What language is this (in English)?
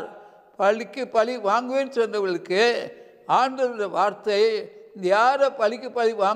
Tamil